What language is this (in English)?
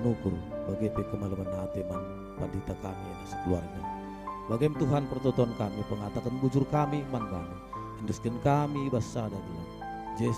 Batak Karo